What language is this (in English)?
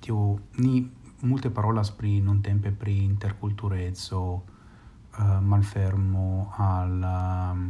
Esperanto